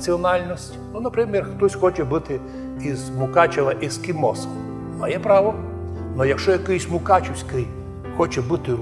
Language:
Rusyn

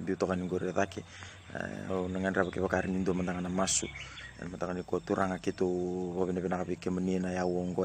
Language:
Fijian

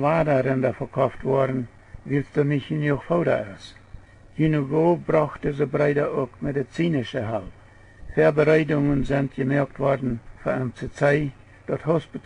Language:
Plautdietsch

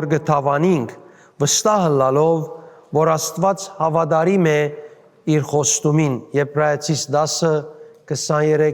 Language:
Western Armenian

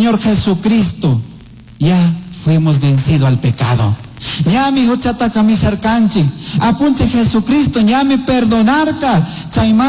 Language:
Chimborazo Highland Quichua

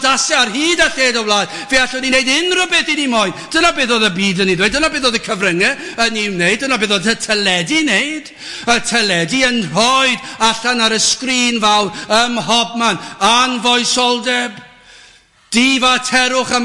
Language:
Welsh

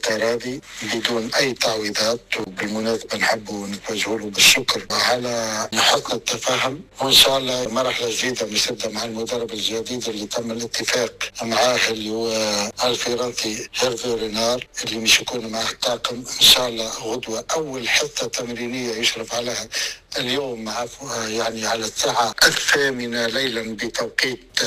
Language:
Tunisian Arabic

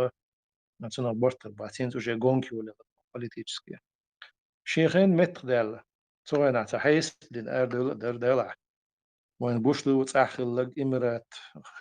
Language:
Chechen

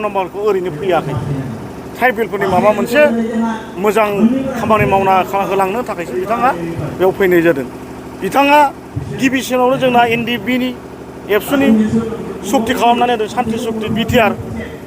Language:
Bodo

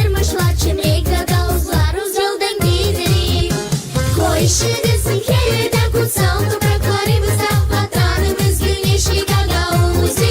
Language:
Gagauz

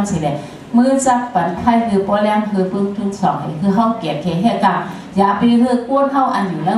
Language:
Shan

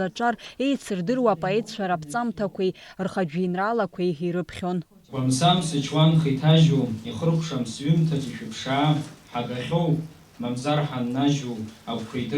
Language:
Abkhazian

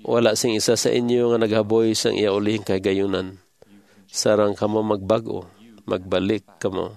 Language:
Hiligaynon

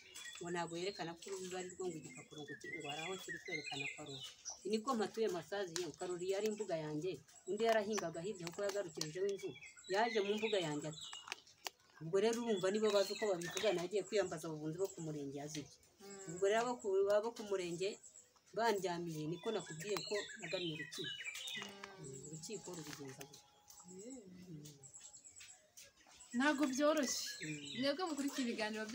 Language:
Kinyarwanda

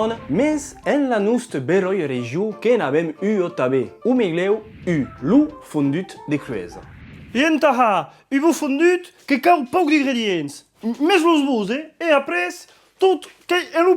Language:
Occitan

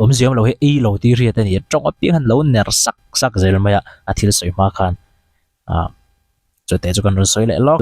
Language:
Mizo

